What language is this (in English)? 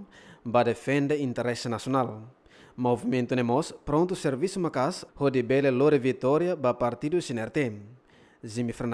Tetum